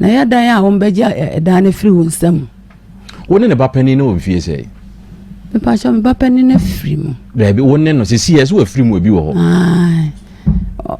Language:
Akan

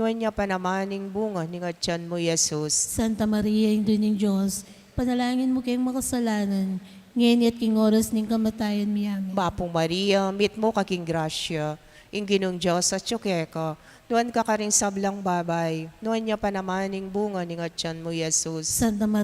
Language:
Pampanga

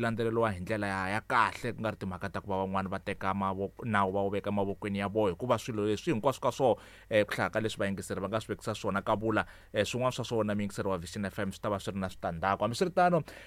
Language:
Tsonga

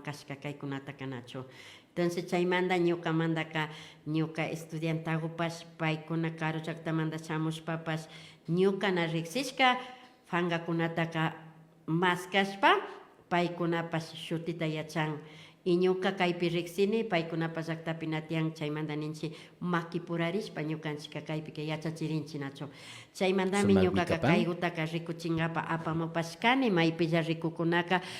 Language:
Imbabura Highland Quichua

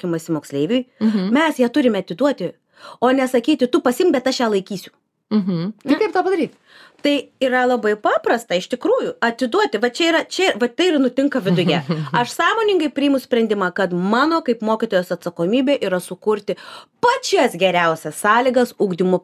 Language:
Lithuanian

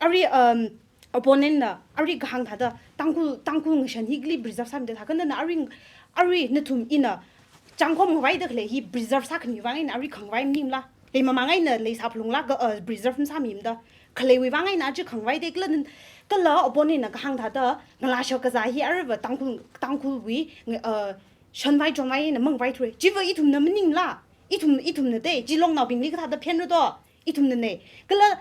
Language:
Tangkhul Naga (India)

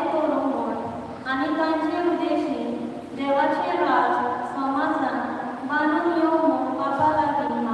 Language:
Konkani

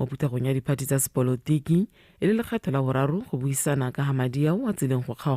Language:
Tswana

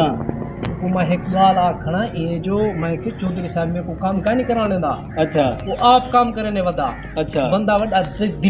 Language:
Saraiki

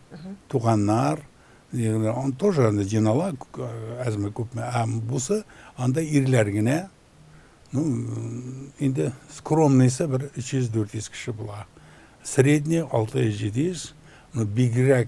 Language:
Tatar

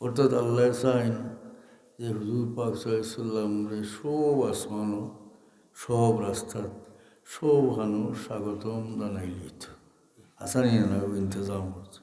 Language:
Sylheti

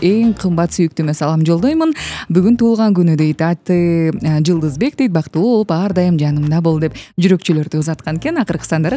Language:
Kyrgyz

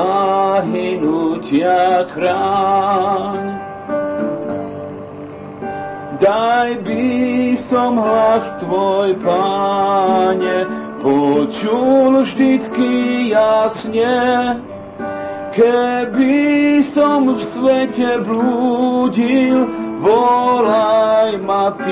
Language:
Slovak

